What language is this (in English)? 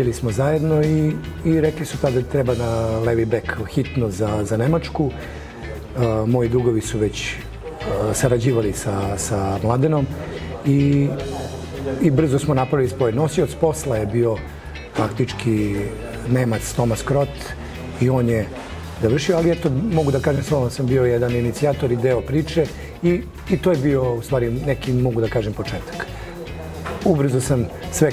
Serbian